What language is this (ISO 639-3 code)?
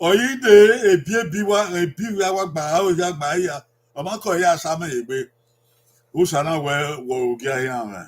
bin